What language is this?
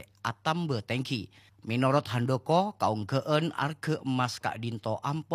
Madurese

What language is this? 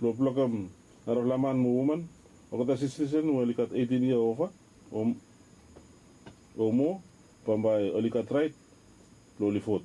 Bislama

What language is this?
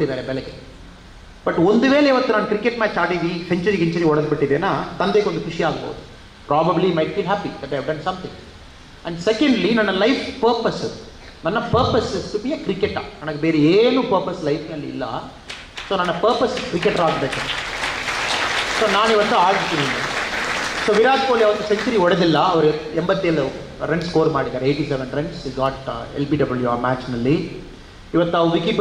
Kannada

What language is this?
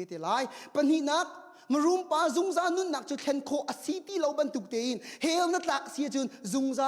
Hakha Chin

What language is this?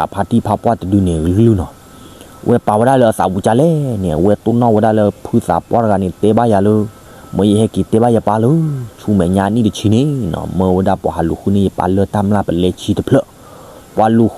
S'gaw Karen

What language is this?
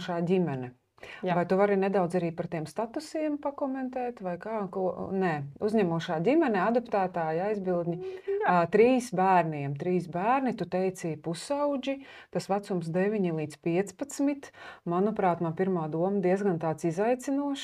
Latvian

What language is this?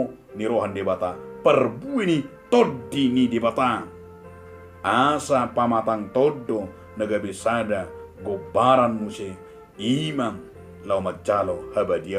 Batak Toba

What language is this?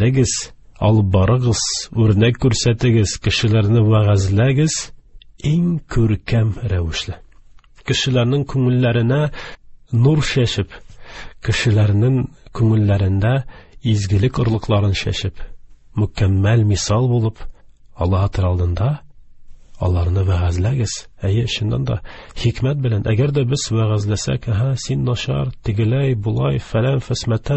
Tatar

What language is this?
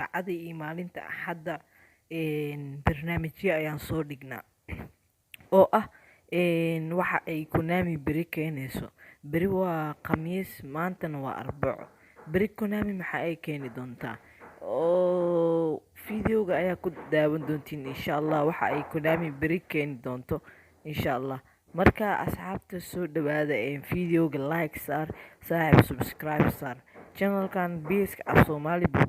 Somali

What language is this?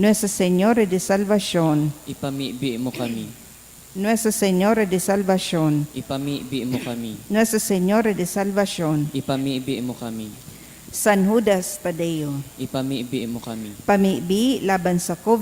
Bikol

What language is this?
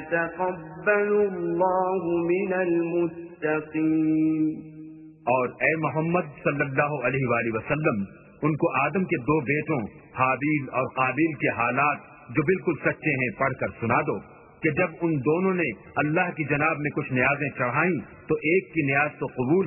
Urdu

